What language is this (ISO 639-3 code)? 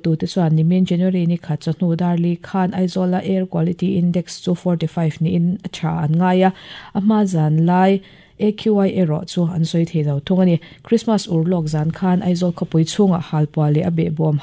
lus